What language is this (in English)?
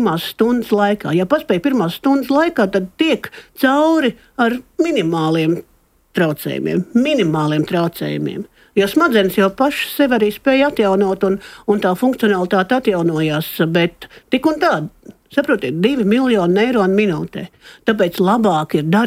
Latvian